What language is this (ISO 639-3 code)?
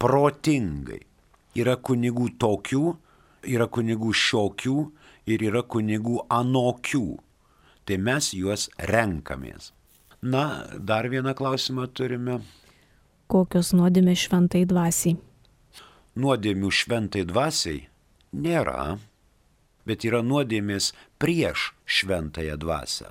lit